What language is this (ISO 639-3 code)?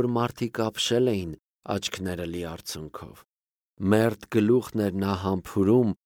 hye